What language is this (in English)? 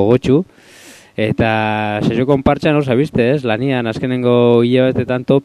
Basque